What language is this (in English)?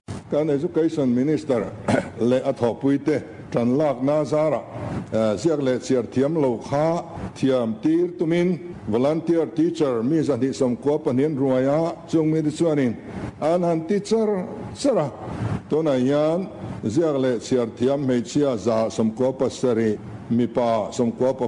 Mizo